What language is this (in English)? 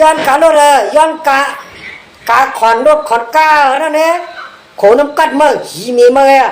Shan